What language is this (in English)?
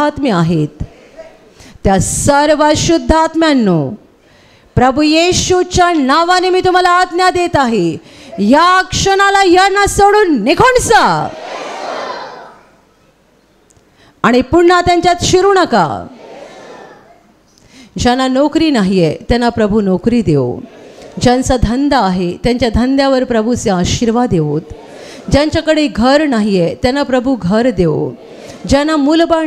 Marathi